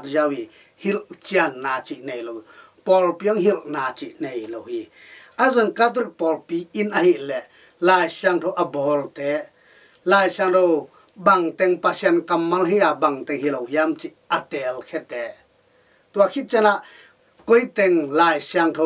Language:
Tedim Chin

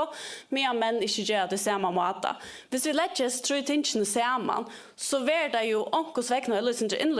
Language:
Faroese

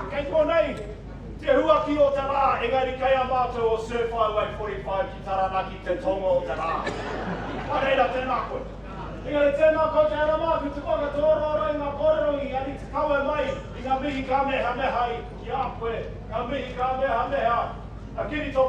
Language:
Māori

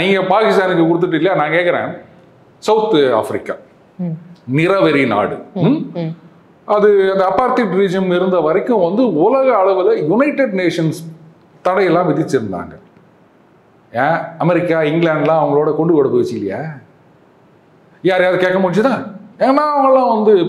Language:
Tamil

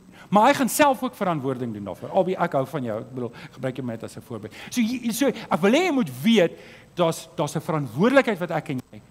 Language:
Afrikaans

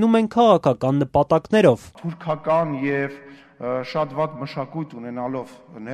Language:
Armenian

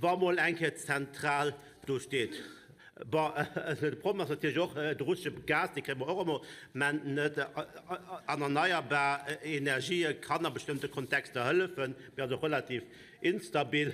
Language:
Luxembourgish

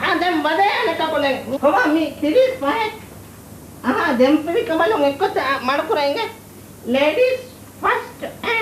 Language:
Divehi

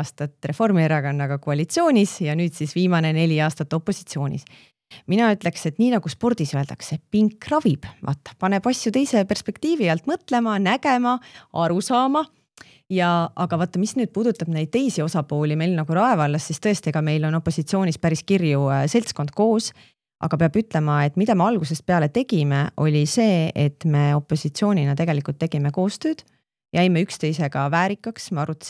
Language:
Estonian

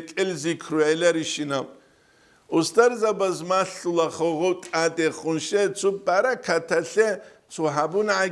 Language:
Avaric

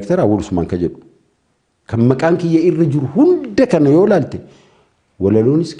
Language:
Oromo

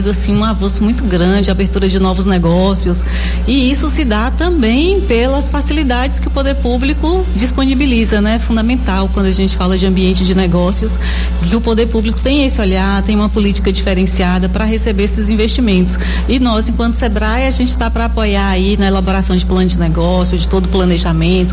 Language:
Portuguese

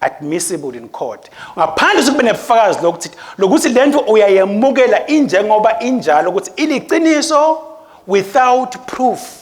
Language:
Swati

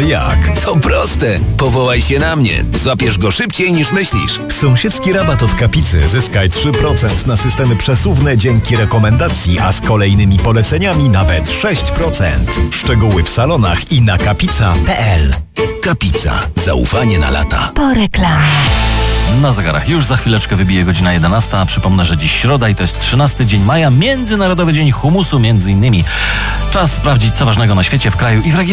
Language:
Polish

